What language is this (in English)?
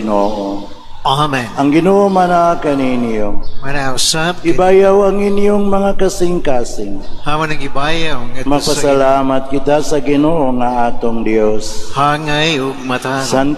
Cebuano